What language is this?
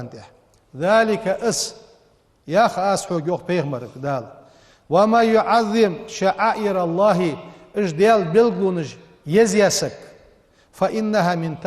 Ingush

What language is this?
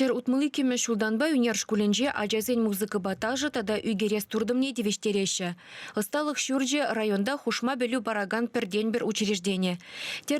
Chuvash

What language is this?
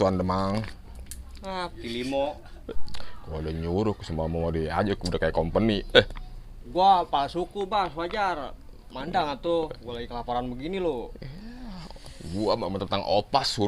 Betawi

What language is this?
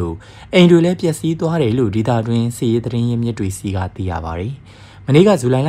Burmese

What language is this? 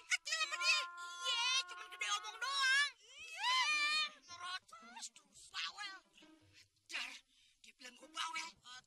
Betawi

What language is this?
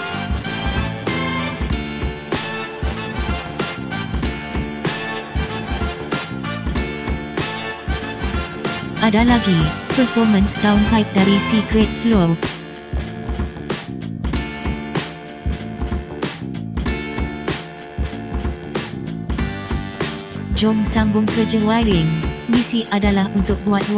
Malay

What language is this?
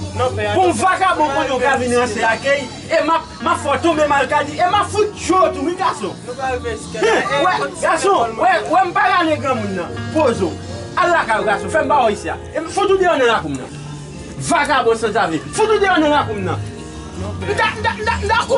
Haitian Creole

